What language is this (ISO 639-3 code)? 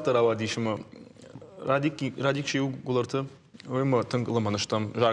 oss